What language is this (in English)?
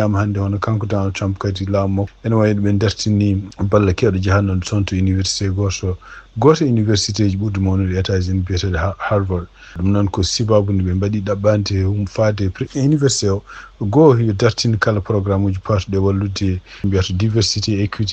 Fula